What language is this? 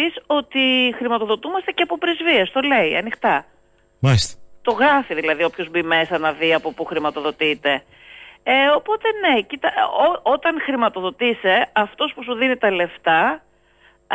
Greek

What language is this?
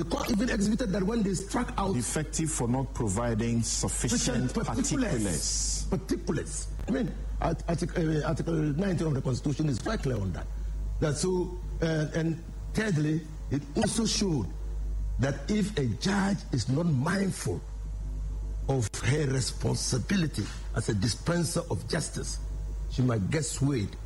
English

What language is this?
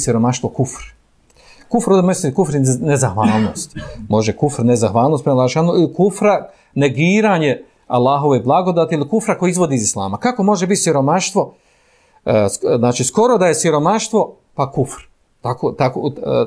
Bosnian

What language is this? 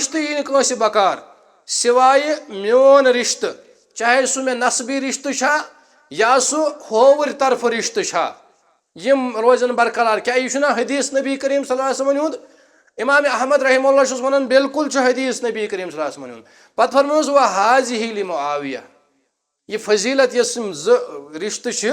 Kashmiri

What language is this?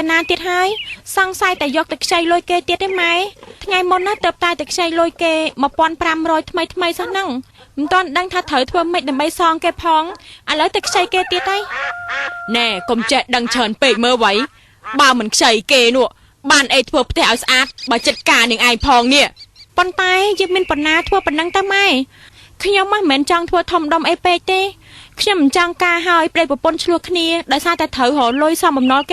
Khmer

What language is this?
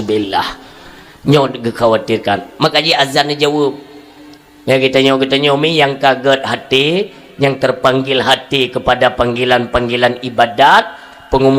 Achinese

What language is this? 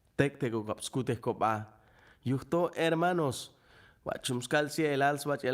Chuj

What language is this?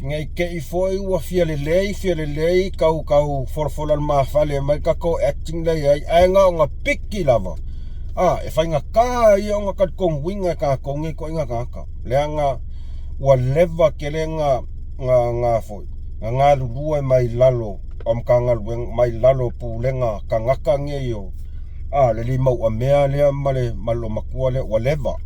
Samoan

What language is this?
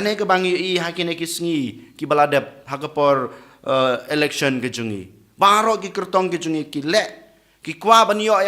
Khasi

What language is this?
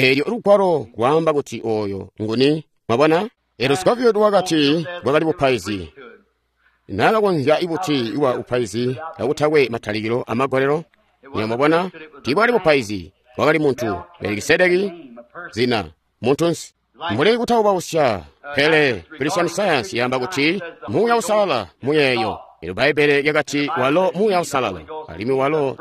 Tonga (Zambia)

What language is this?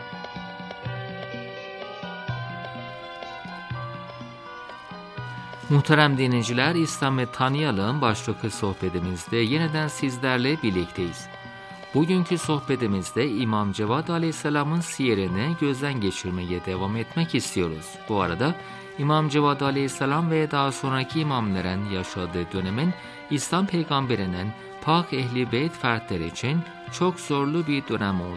Turkish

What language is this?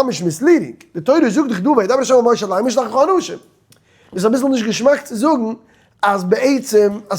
Yiddish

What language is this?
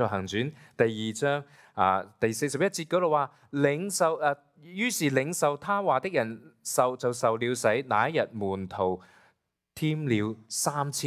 Cantonese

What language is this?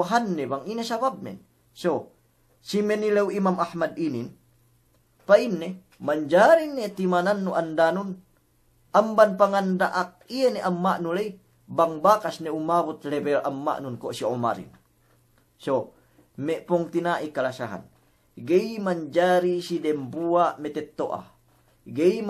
Yakan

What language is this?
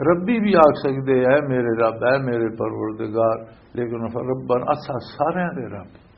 Western Panjabi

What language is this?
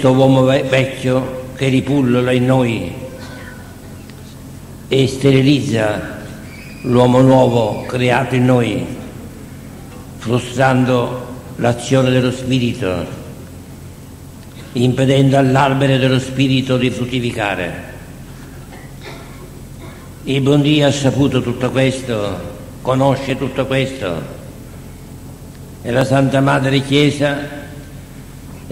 Italian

